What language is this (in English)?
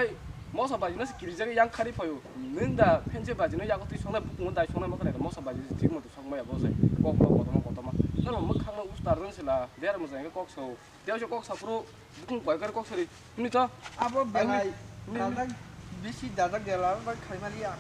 Kok Borok